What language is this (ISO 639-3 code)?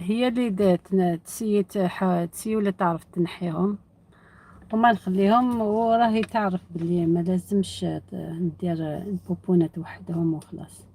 arq